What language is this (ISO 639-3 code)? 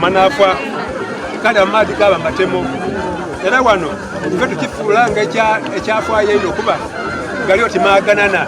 xog